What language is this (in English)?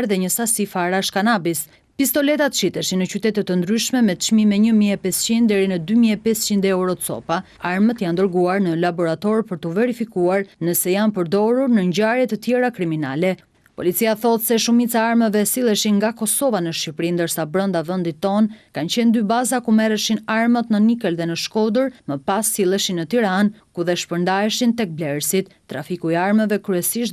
Albanian